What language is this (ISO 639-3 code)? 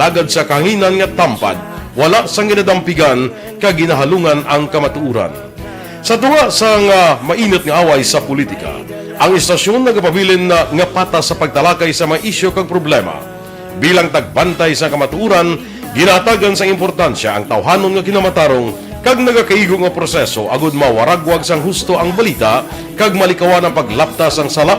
hil